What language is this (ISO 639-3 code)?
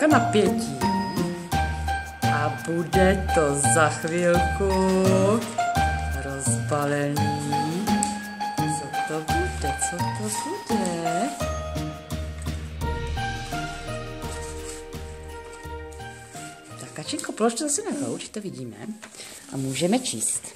ces